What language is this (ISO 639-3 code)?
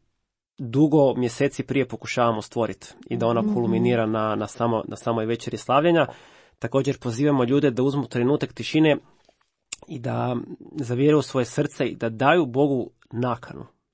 hrv